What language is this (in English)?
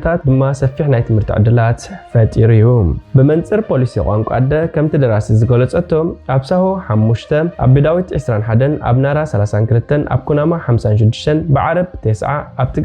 Tigrinya